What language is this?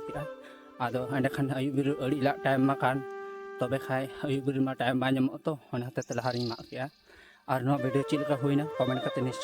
Santali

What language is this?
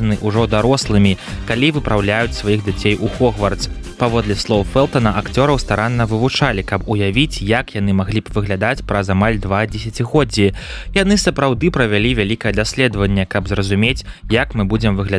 Belarusian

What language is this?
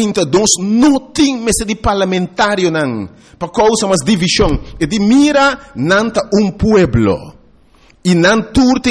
Papiamento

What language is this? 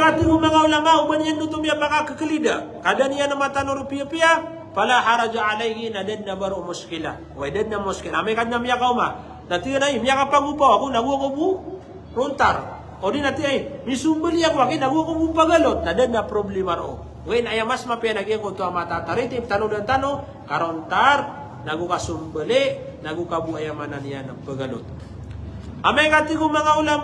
Maranao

